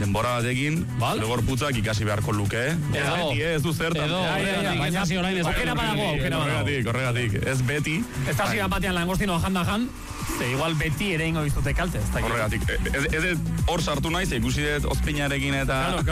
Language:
Basque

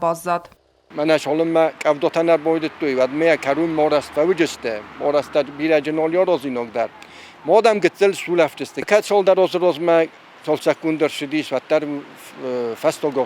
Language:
Ossetic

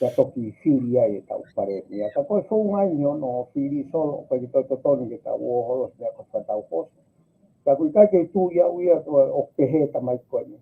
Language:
Tongan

